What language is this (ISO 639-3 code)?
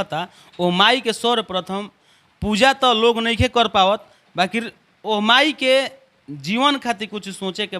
bho